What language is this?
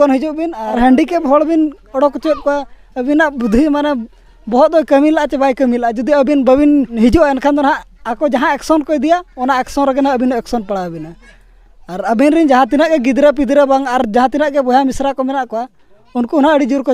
Santali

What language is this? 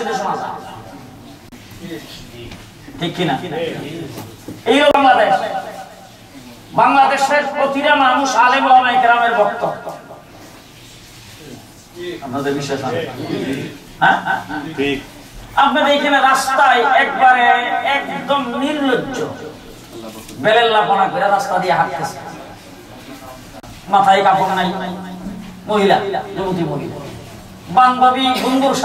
Bangla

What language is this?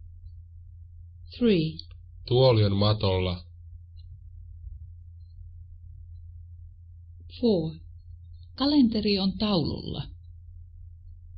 Finnish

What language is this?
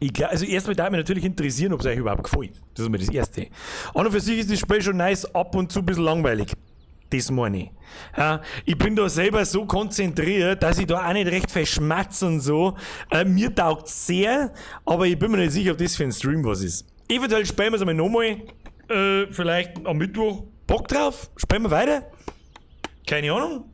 Bavarian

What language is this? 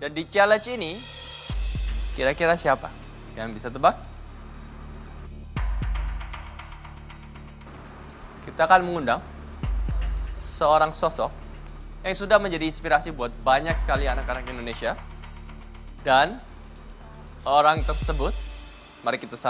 Indonesian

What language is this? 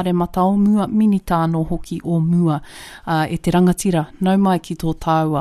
Māori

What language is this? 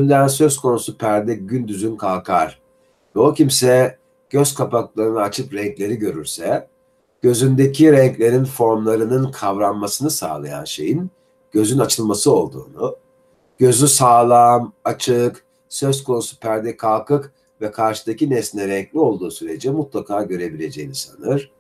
Turkish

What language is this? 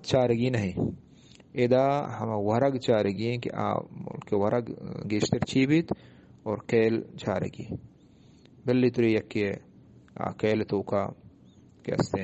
Eastern Balochi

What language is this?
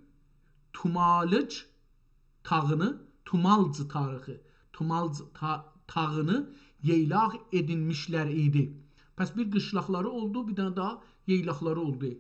South Azerbaijani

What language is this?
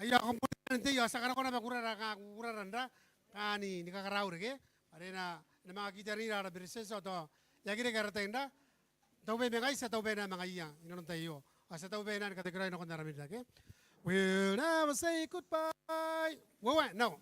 Gilbertese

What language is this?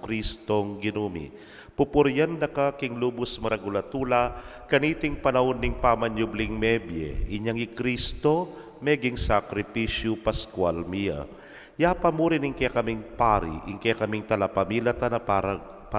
Pampanga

